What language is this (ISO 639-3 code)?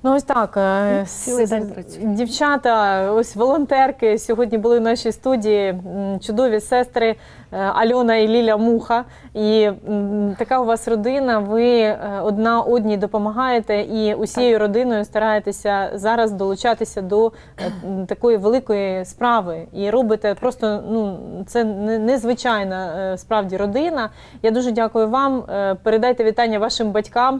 ukr